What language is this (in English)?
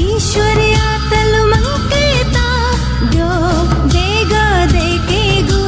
Newari